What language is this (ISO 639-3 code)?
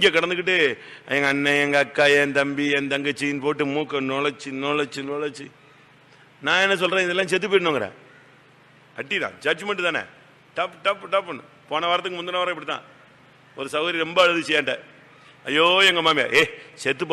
tam